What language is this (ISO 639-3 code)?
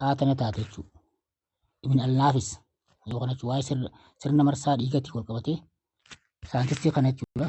orm